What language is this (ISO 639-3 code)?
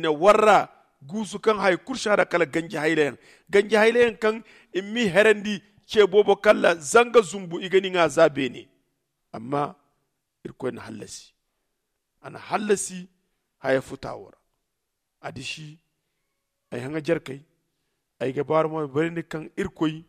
dje